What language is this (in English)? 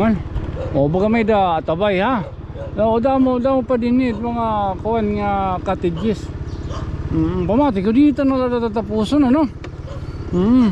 Waray